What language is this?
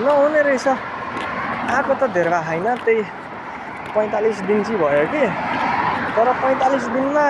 Nepali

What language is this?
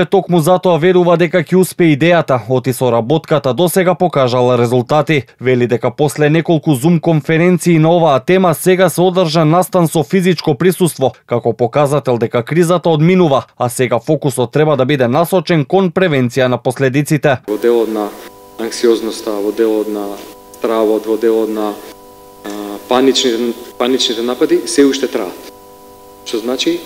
Macedonian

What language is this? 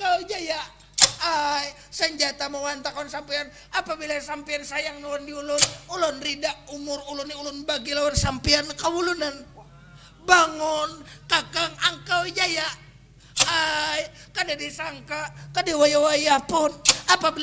Banjar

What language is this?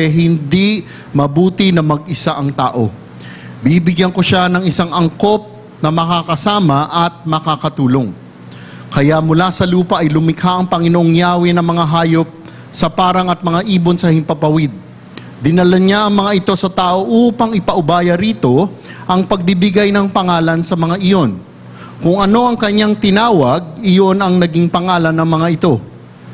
Filipino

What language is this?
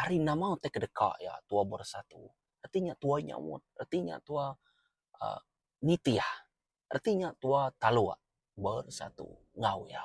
Iban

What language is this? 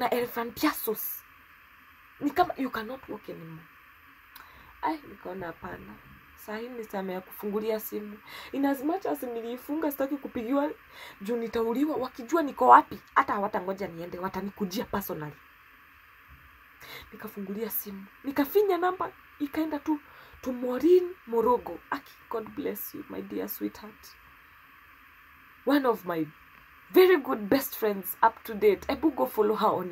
Swahili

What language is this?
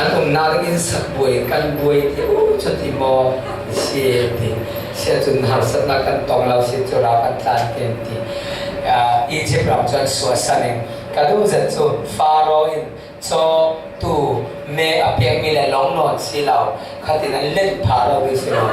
Falam Chin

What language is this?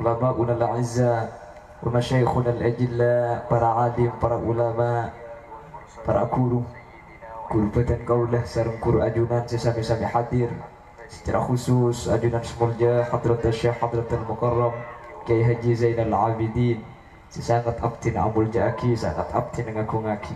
Madurese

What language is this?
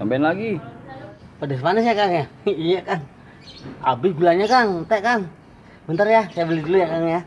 Betawi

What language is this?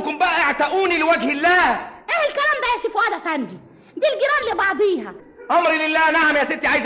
Egyptian Arabic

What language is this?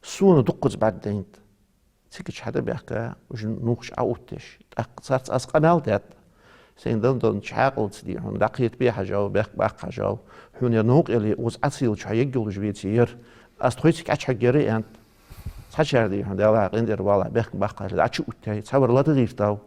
Ingush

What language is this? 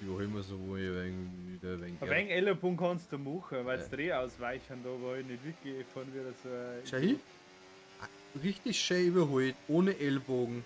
Bavarian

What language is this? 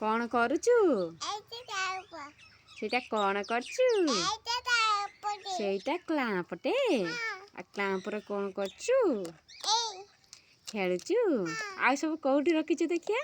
Odia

